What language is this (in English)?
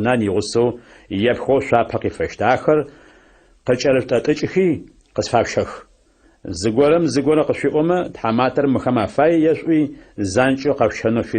Adyghe